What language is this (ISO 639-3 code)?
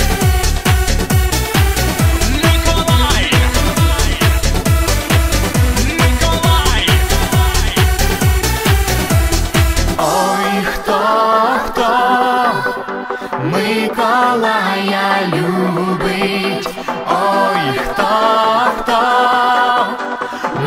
ukr